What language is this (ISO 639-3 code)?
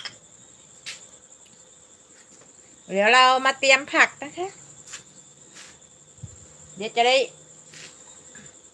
tha